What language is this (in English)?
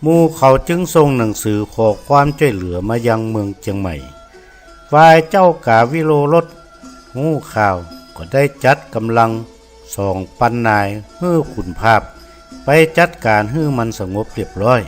Northern Thai